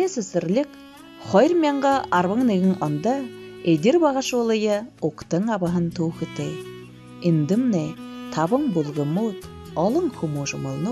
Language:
Buriat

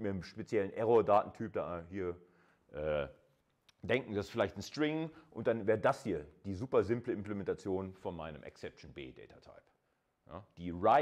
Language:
German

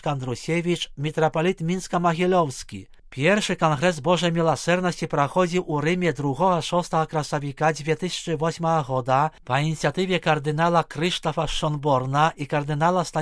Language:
Belarusian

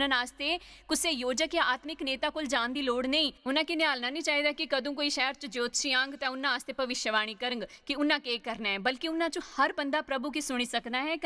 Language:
Dogri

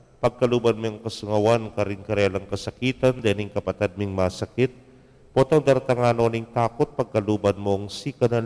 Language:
Pampanga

